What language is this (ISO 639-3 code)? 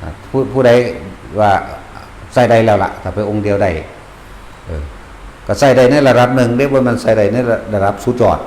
tts